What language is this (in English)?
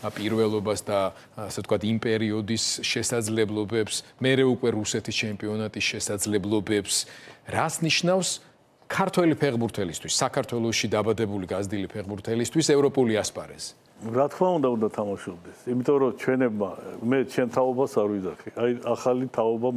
Georgian